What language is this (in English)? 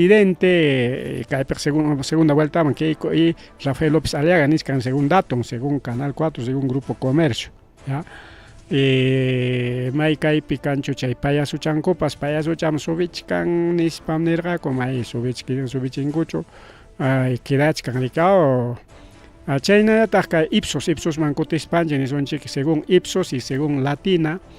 Ayacucho Quechua